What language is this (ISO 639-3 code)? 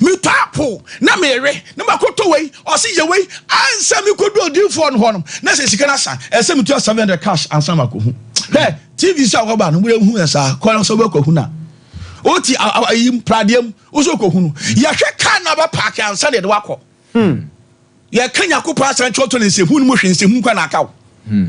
aka